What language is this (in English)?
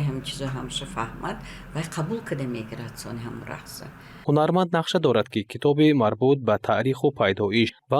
Tajik